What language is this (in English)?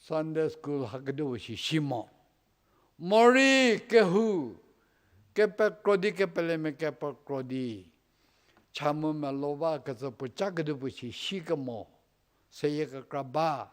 Angami Naga